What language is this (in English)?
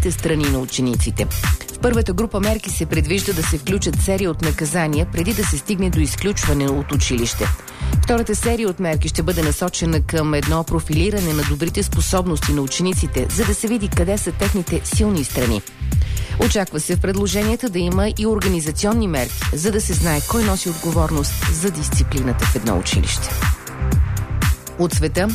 Bulgarian